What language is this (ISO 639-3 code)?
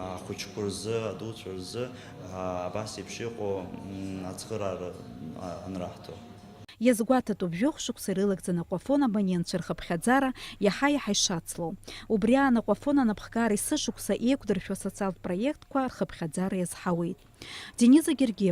abk